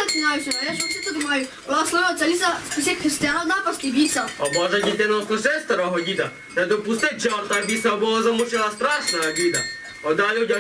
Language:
Rusyn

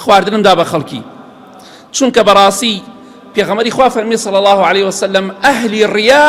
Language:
Central Kurdish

